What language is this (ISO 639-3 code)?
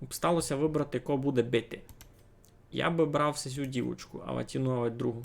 rue